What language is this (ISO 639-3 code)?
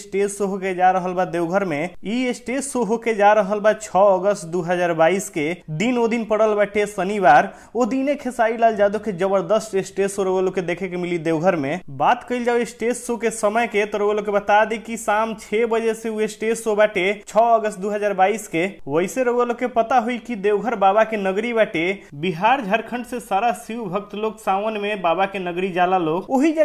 bho